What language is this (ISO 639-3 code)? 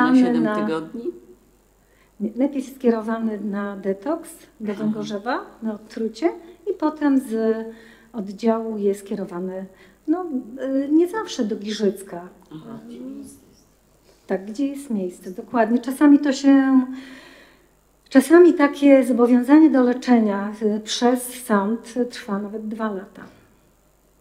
pol